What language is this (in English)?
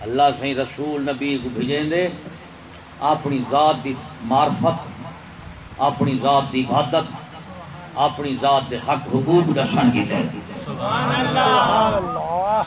Saraiki